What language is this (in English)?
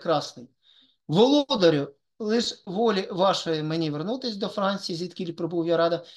Ukrainian